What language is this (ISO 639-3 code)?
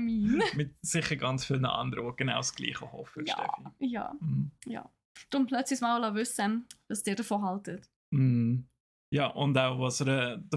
gsw